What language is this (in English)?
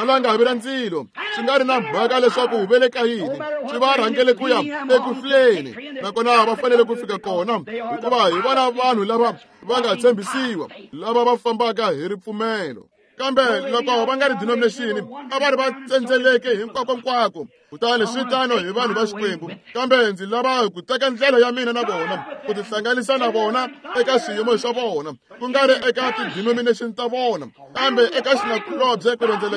Tsonga